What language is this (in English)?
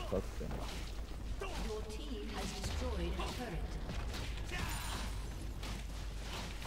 Turkish